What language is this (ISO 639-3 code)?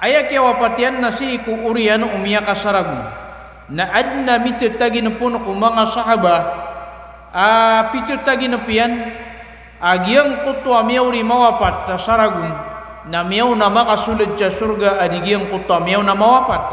mrw